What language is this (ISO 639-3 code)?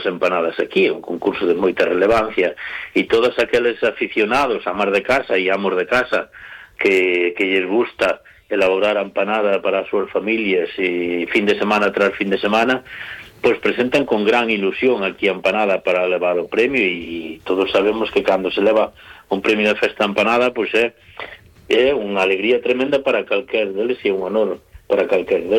glg